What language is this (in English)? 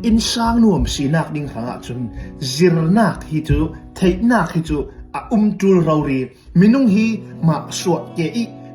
Hakha Chin